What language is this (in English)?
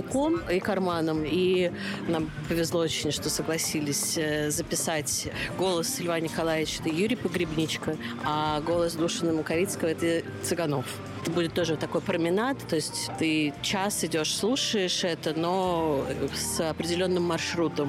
Russian